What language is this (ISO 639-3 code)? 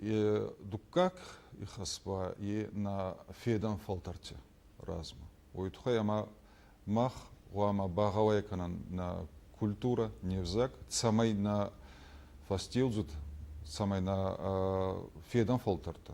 oss